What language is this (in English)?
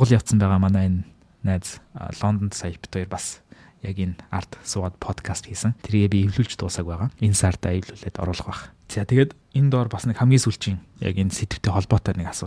Mongolian